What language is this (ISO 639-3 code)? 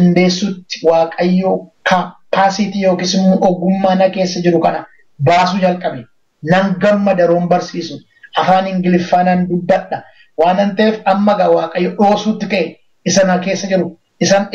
orm